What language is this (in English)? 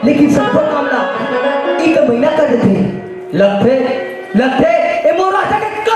Chhattisgarhi